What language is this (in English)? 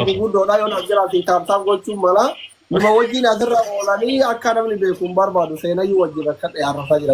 Oromo